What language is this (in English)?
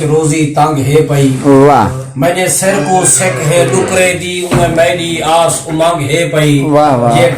Saraiki